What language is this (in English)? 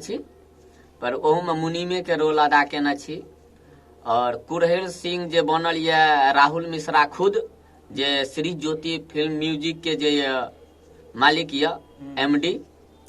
Maithili